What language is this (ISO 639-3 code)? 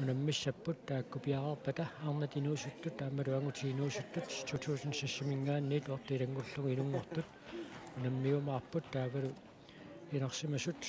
kal